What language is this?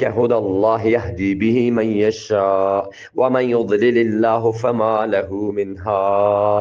Eastern Balochi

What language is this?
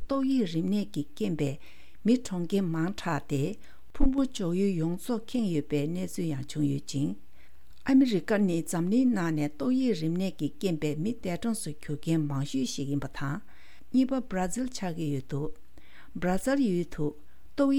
Tibetan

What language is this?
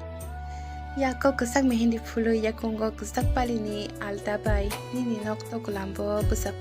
Kok Borok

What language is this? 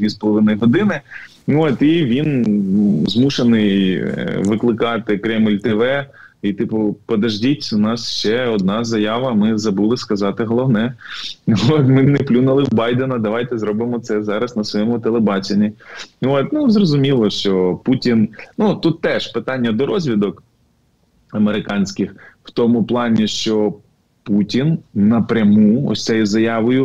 Ukrainian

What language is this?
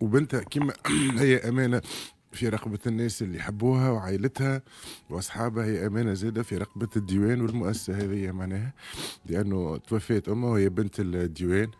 Tunisian Arabic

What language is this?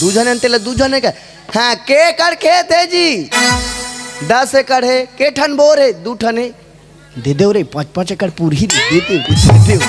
Chhattisgarhi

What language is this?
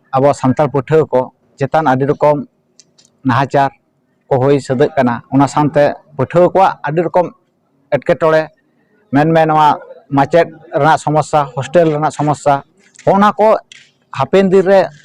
Santali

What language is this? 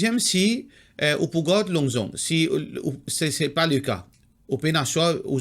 Morisyen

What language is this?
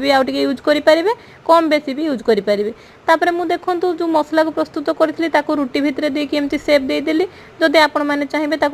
Odia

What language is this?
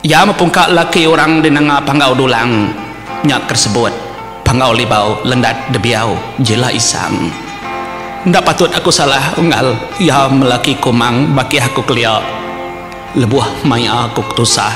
Iban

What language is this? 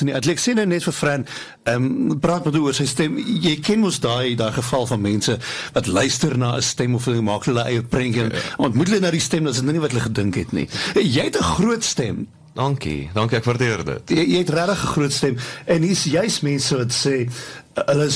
Afrikaans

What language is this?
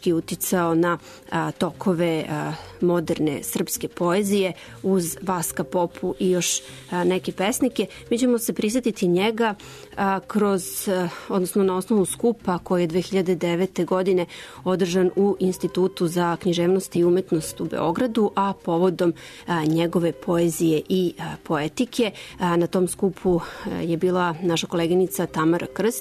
Serbian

